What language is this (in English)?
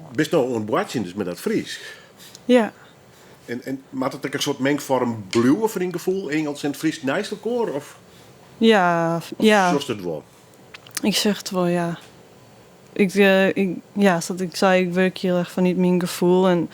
Western Frisian